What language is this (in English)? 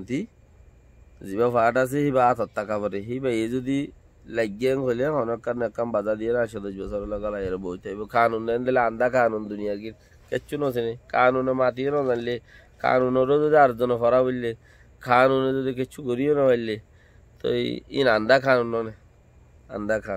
Rohingya